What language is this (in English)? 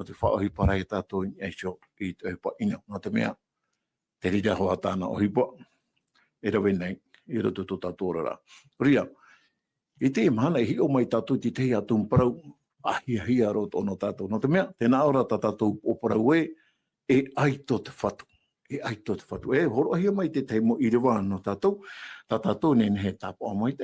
Tahitian